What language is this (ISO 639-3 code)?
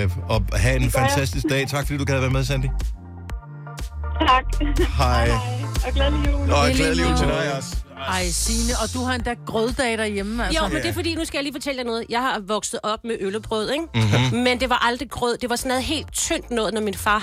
dan